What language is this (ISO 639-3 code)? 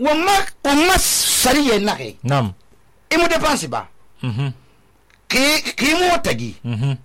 sus